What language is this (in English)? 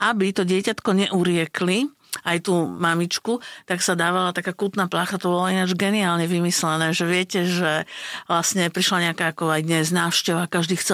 Slovak